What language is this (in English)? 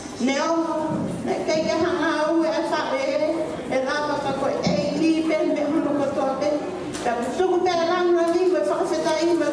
Tongan